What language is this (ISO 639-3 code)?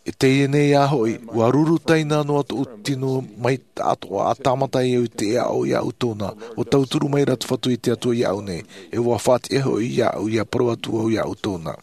tah